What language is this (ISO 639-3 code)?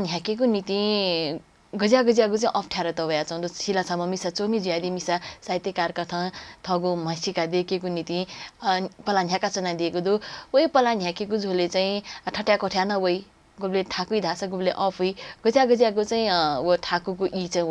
new